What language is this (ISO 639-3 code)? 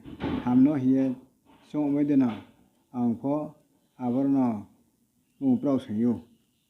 ria